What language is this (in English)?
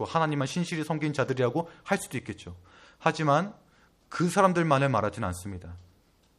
Korean